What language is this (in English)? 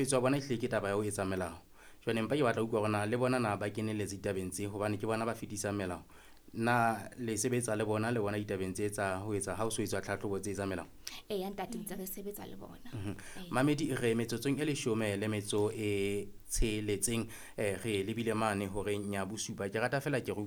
Southern Sotho